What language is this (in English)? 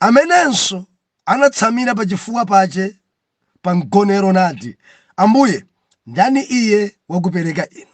Nyanja